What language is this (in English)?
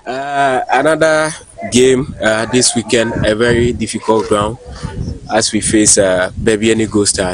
Akan